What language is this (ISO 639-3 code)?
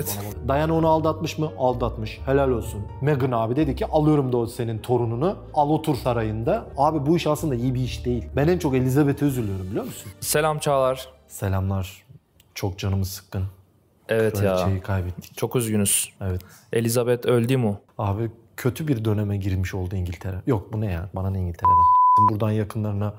tur